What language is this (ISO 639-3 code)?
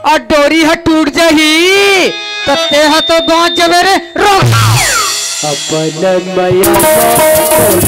hne